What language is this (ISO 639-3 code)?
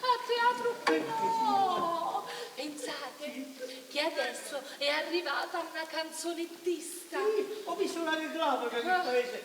nap